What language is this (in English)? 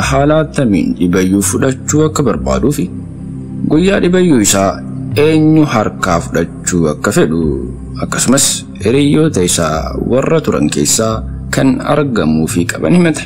Oromo